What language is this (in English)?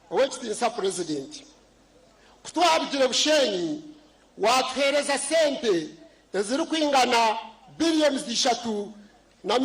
Nyankole